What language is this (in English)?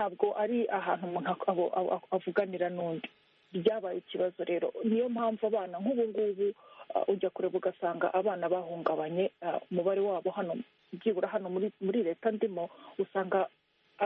Kinyarwanda